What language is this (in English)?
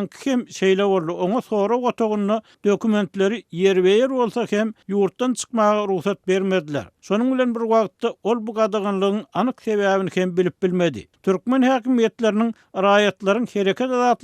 Turkmen